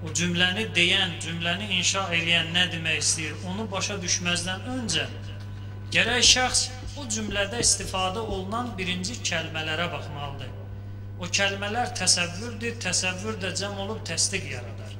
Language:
Azerbaijani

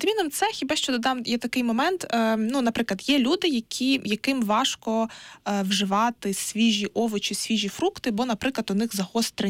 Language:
Ukrainian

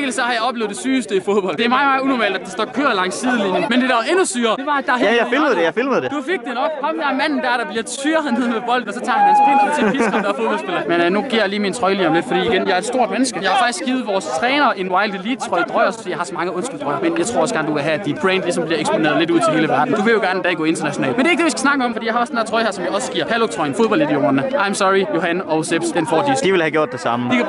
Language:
Danish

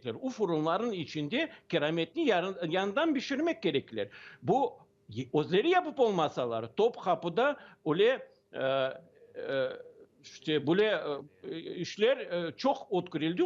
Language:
Crimean Tatar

